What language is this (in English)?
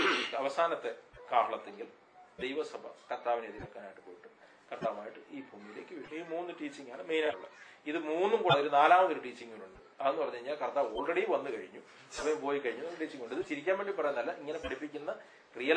Malayalam